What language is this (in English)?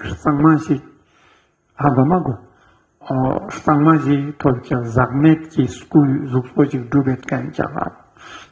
Ladakhi